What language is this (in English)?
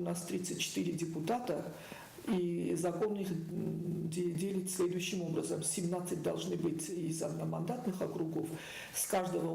Ossetic